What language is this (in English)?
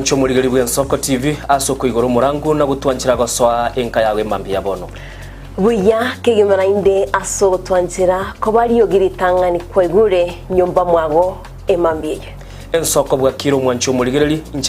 Gusii